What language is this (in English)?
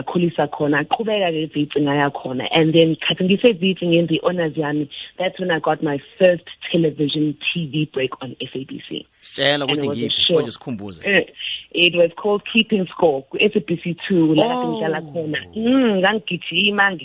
South Ndebele